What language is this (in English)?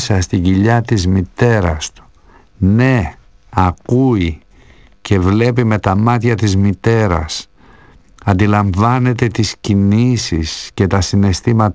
Greek